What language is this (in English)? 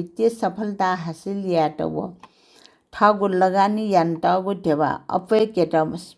Newari